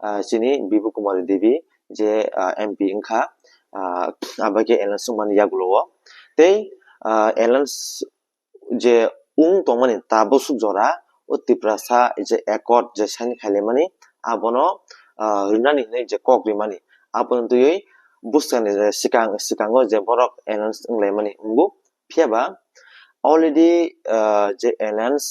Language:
Kok Borok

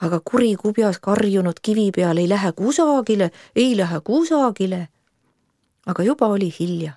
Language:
Estonian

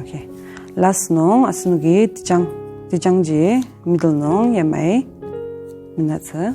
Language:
Ao Naga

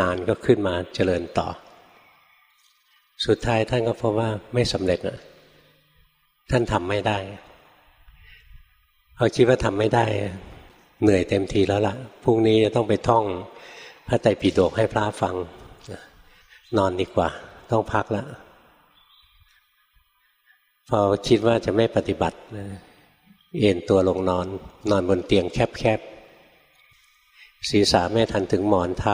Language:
Thai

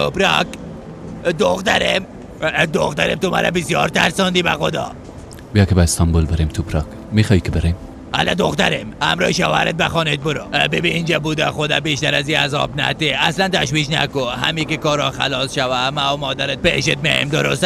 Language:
Persian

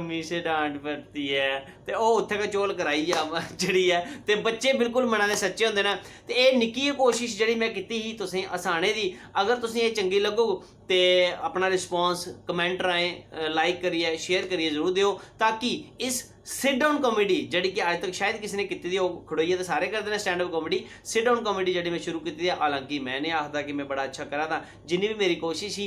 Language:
Dogri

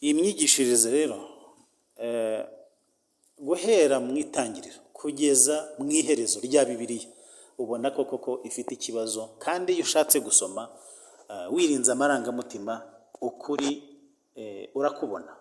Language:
Kinyarwanda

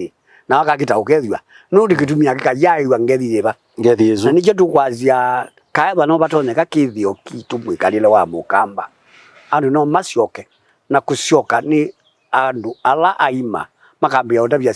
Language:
Kamba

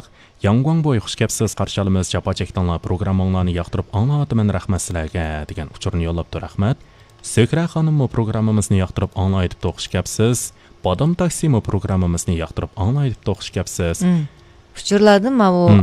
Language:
Uyghur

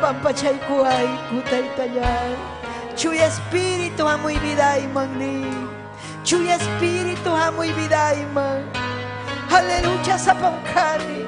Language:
Ayacucho Quechua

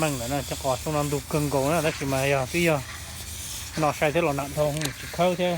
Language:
Hmong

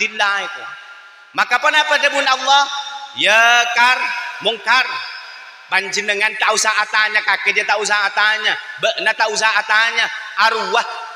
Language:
Madurese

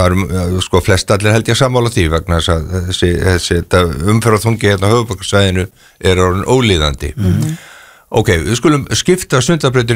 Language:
Icelandic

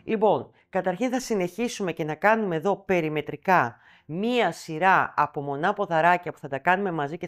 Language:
Greek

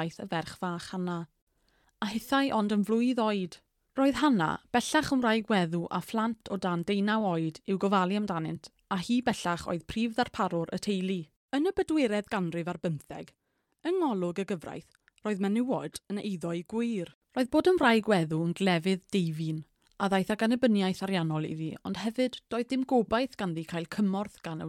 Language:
Welsh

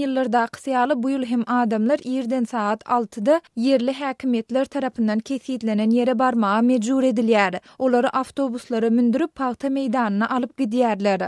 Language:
Turkmen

